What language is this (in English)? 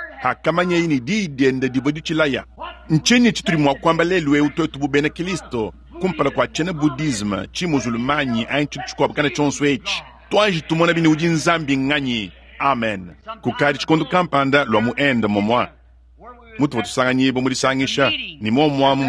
Luba-Lulua